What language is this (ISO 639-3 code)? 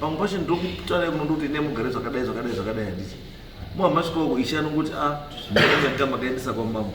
sna